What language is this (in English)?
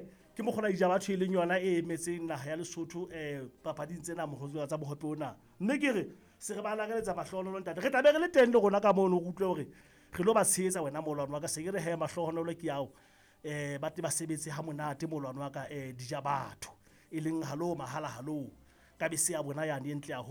Southern Sotho